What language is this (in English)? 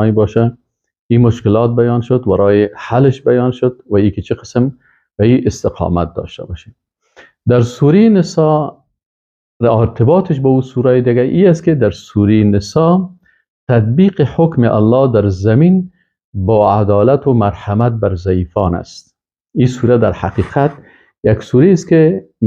Persian